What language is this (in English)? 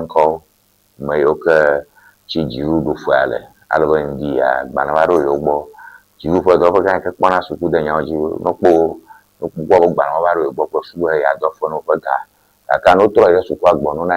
Ewe